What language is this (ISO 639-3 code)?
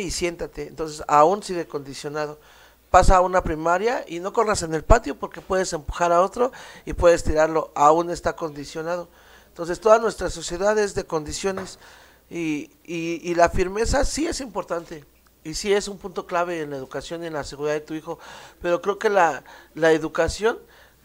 spa